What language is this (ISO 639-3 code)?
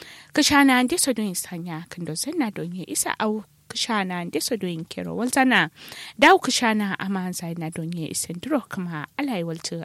kau